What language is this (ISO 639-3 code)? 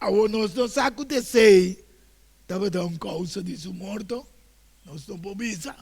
pap